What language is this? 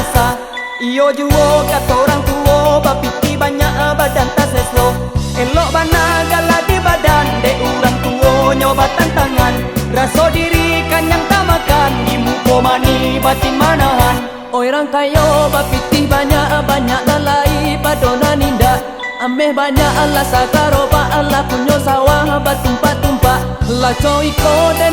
Minangkabau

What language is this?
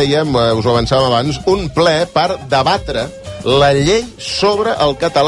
Catalan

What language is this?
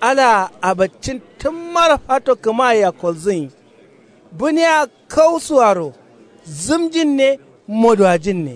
Kanuri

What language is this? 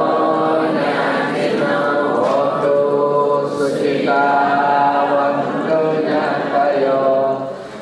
Newari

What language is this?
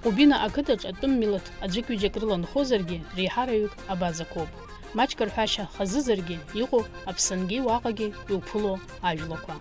Abkhazian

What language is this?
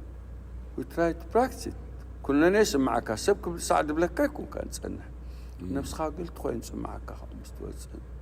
Tigrinya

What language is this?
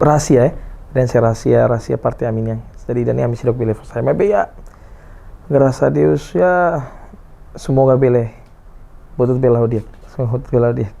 Tetum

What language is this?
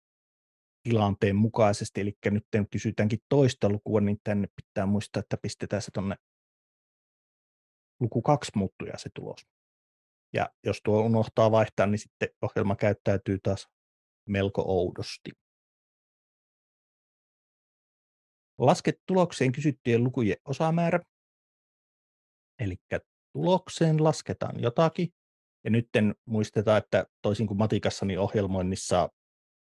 Finnish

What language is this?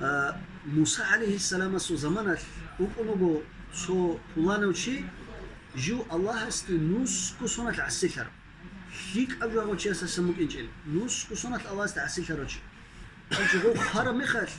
Avaric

